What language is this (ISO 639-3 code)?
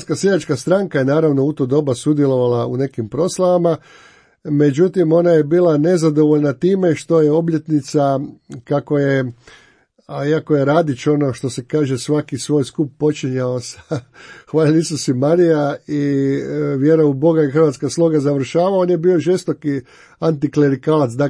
hrv